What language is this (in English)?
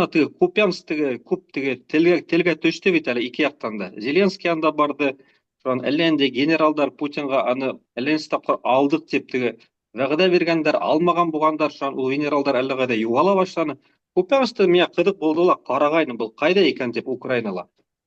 Bashkir